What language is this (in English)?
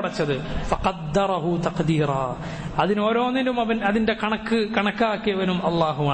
Malayalam